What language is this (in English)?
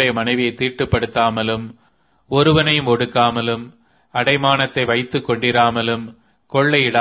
Tamil